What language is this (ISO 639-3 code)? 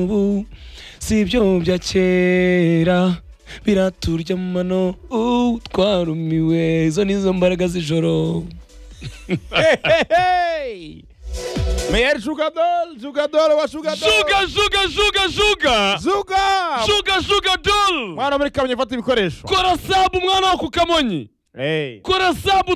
kin